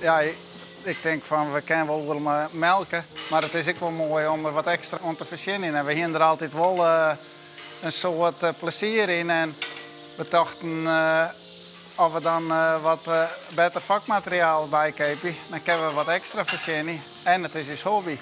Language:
Western Frisian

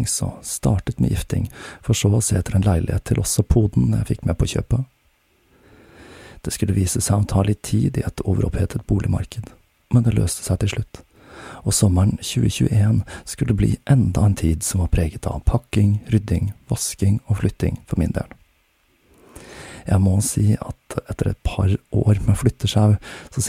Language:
Norwegian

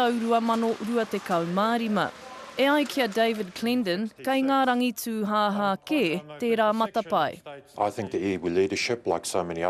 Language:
Māori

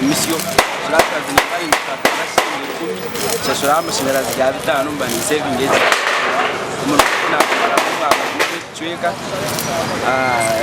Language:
Nyankole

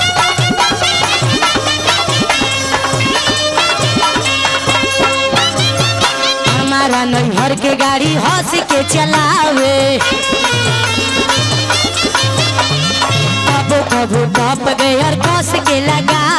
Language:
Bhojpuri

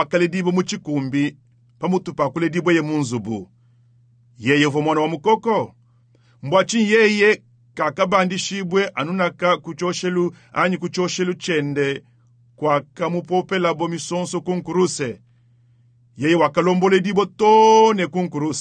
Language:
Luba-Lulua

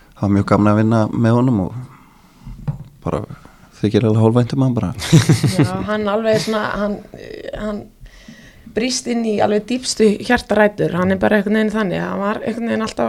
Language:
Icelandic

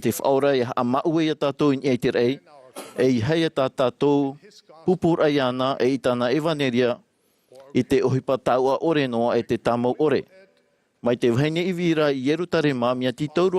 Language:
Tahitian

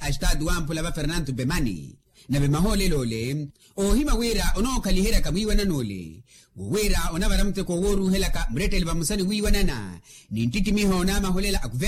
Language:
Makhuwa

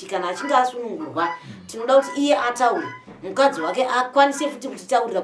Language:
Shona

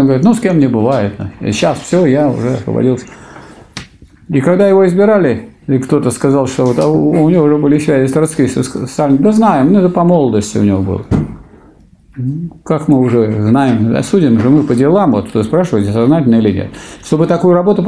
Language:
Russian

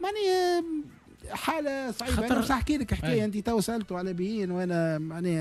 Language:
Tunisian Arabic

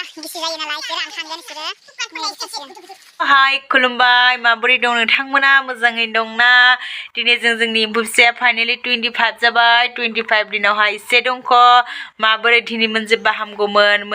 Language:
Bodo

